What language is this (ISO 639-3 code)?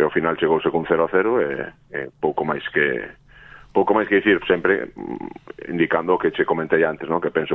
glg